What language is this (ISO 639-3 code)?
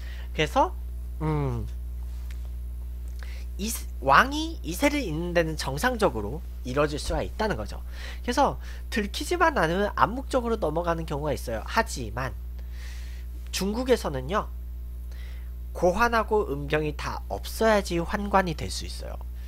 kor